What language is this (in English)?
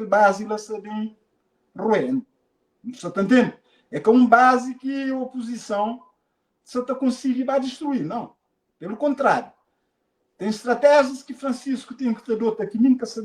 Kabuverdianu